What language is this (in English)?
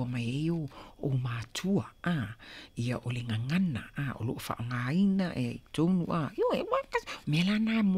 Samoan